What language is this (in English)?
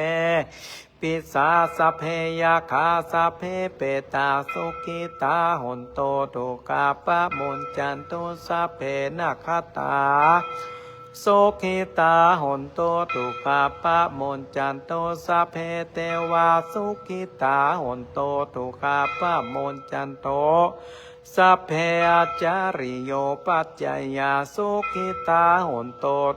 Pali